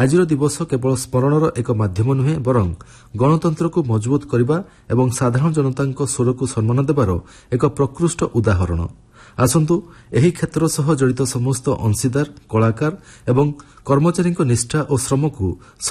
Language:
Odia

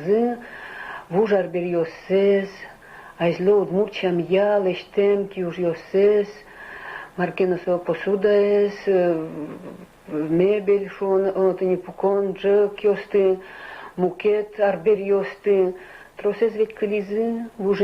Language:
Udmurt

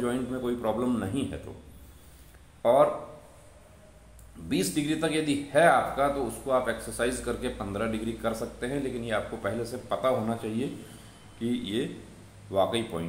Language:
Hindi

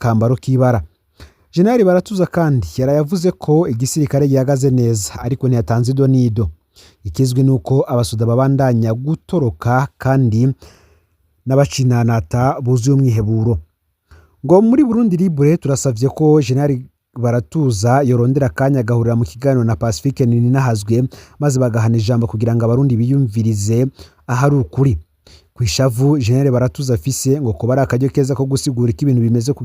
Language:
Rundi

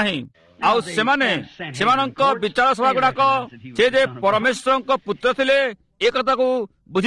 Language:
Odia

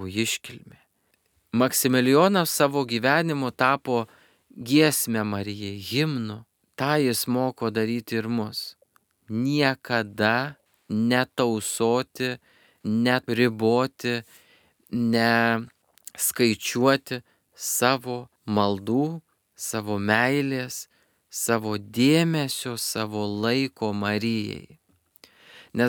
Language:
Lithuanian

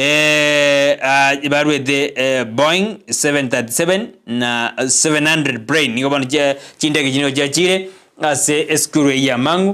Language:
Gusii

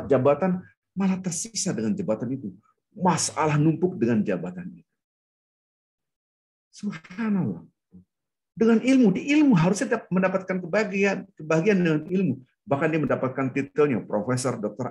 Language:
Indonesian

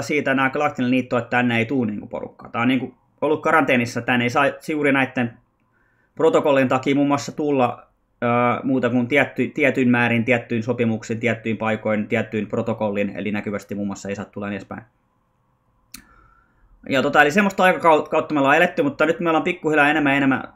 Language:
Finnish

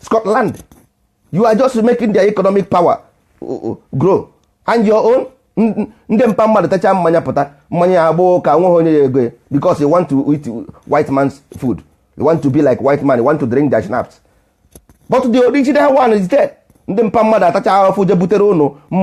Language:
Igbo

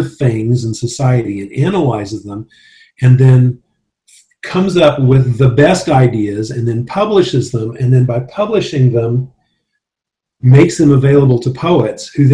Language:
English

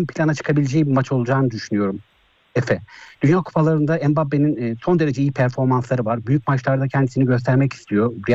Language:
Turkish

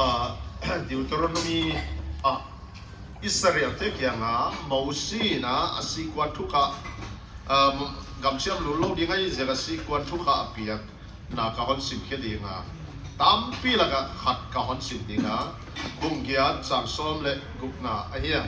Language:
Paite Chin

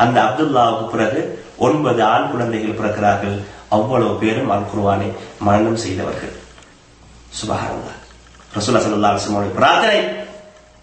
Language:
Tamil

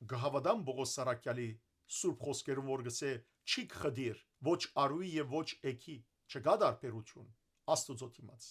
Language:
Western Armenian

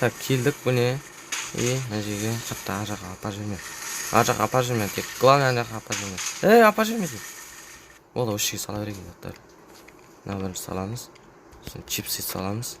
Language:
Kazakh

